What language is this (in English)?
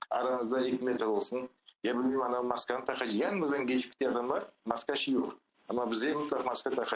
Crimean Tatar